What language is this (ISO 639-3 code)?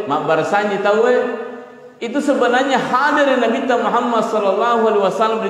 bug